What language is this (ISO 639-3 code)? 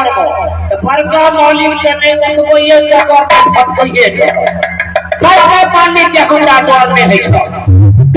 mai